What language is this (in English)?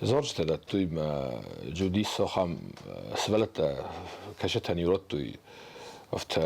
Ossetic